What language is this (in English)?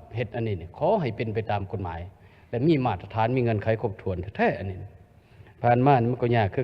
Lao